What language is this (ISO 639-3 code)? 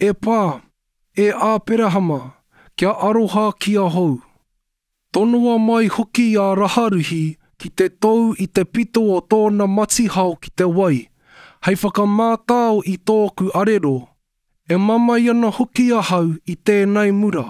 mri